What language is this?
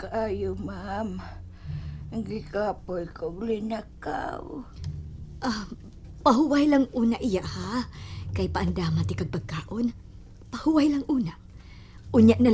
Cebuano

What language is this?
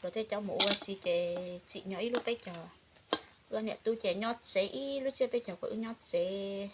Hmong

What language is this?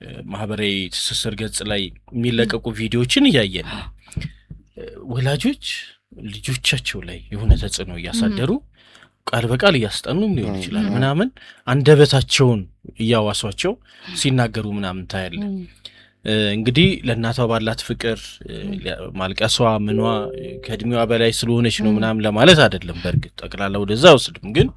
Amharic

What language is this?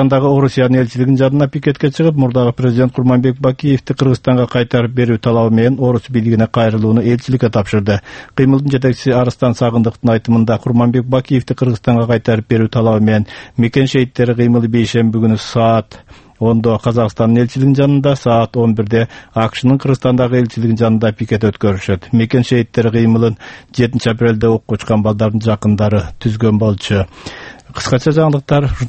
Kyrgyz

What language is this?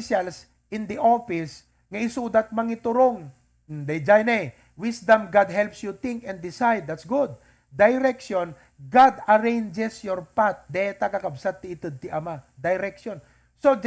Iloko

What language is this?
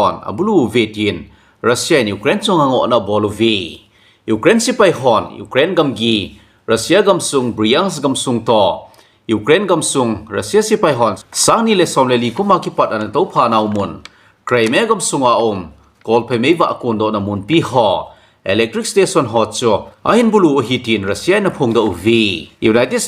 Thado Chin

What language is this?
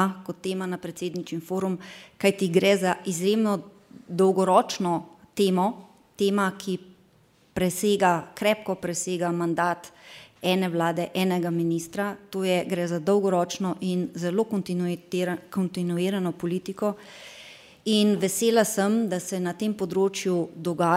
Slovenian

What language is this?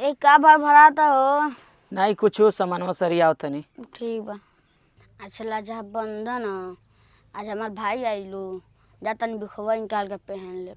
Bhojpuri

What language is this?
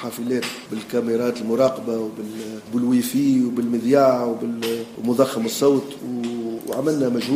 Tunisian Arabic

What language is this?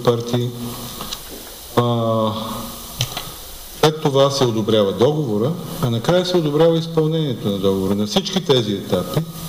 Bulgarian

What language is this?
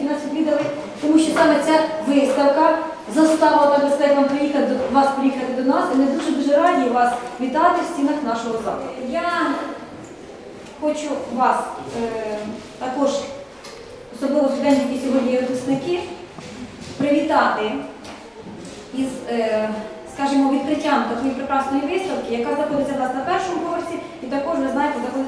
Ukrainian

